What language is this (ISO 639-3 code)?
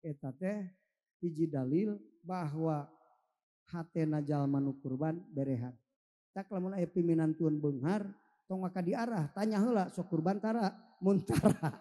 sun